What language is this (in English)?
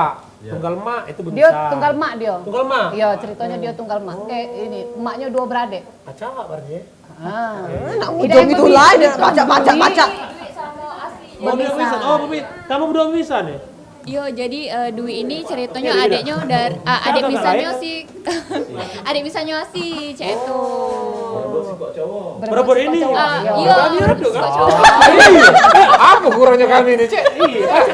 Musi